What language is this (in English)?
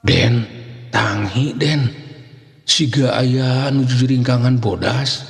Sundanese